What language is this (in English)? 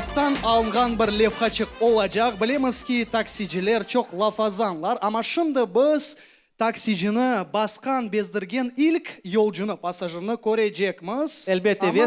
Crimean Tatar